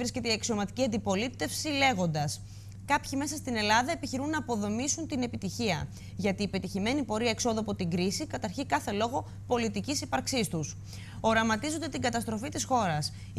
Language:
Greek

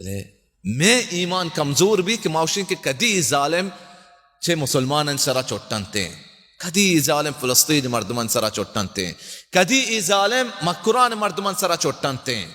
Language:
Baluchi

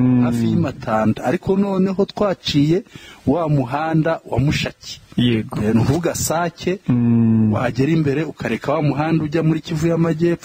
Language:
Kinyarwanda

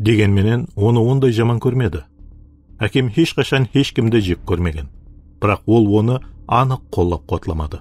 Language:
Kara-Kalpak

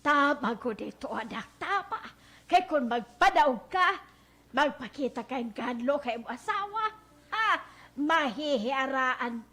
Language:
Waray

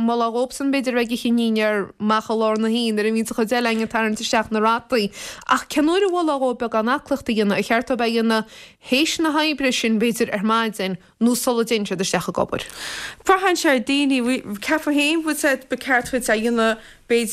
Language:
Irish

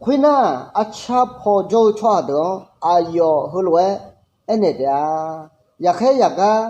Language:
Akha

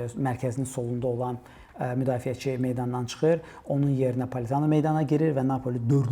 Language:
Azerbaijani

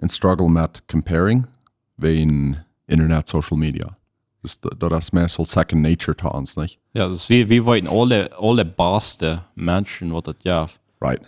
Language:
Plautdietsch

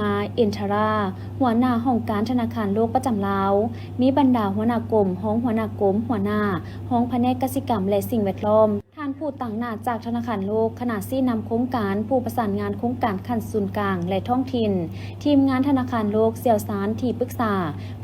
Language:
Lao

